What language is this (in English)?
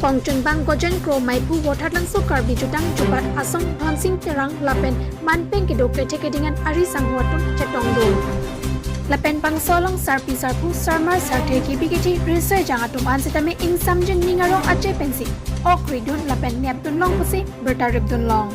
Karbi